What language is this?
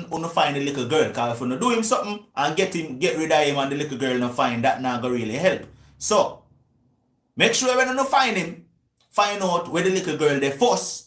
Jamaican Creole English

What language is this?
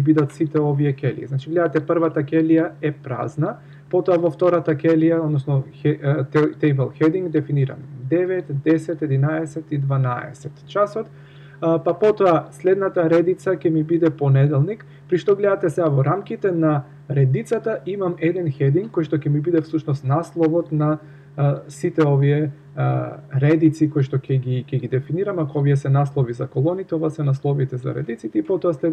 Macedonian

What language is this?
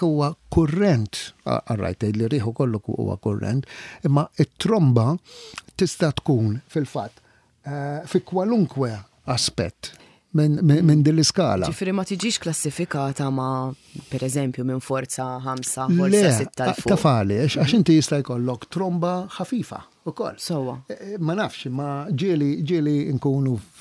Maltese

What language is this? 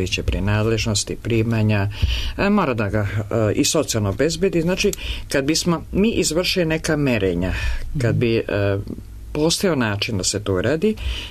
Serbian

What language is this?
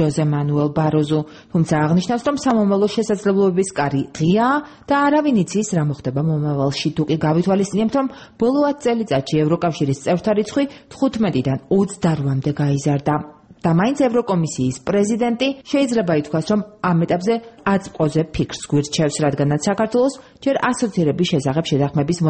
Georgian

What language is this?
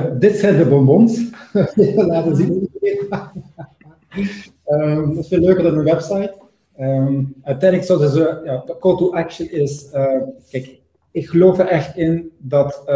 Dutch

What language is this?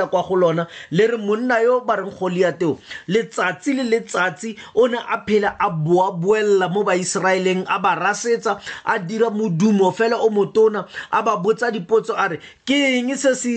Tswana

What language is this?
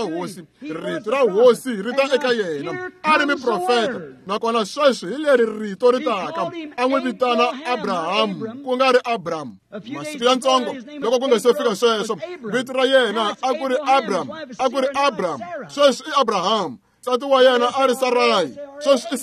Tsonga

